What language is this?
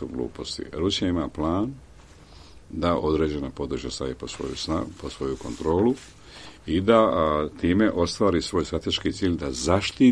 Serbian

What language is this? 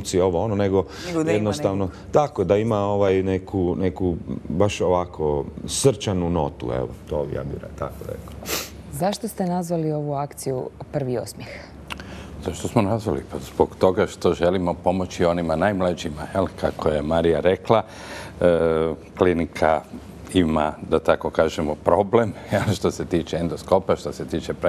Croatian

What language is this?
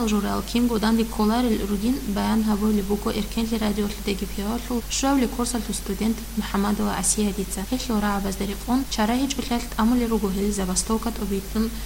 Avaric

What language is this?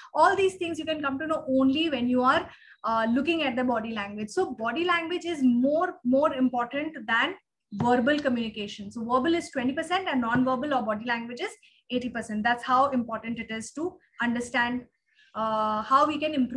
English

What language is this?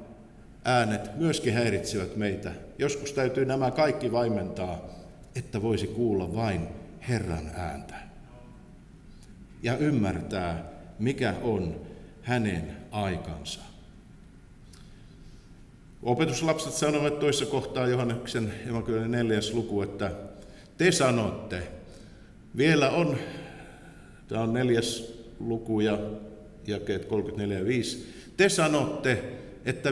Finnish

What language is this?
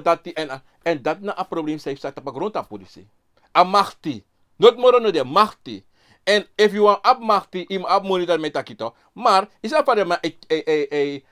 Sranan Tongo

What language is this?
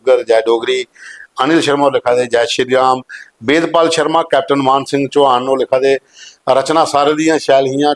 Dogri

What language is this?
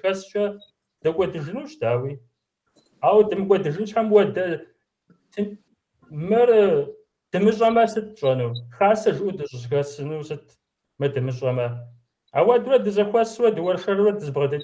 Kabardian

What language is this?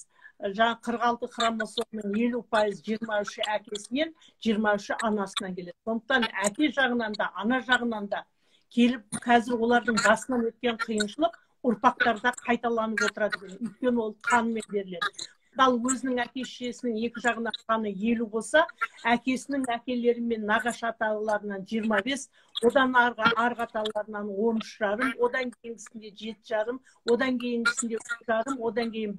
Kazakh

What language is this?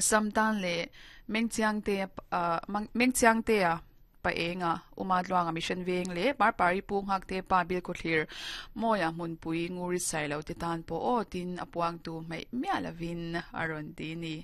Mizo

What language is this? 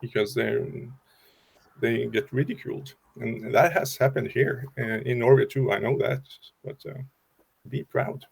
English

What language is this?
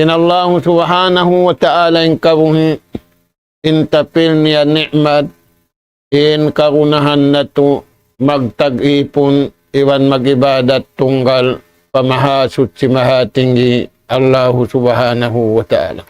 Tausug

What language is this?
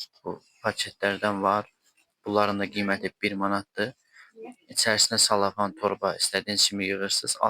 Azerbaijani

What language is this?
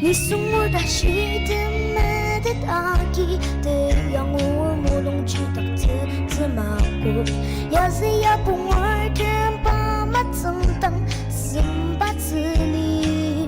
Ao Naga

